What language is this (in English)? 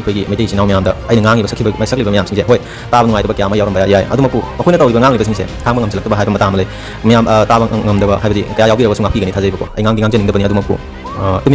Manipuri